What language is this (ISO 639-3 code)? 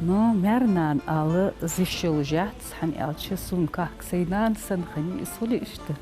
inh